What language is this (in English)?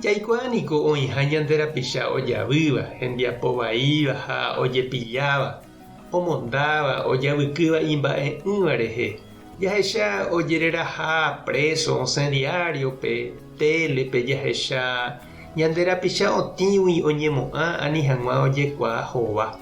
Guarani